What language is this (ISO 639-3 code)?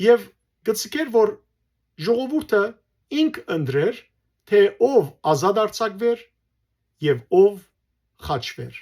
hyw